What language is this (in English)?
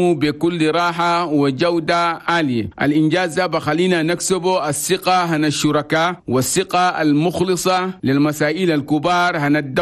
Chadian Arabic